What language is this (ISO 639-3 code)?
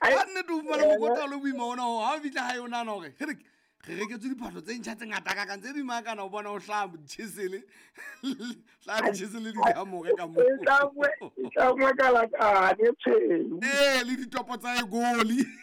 sot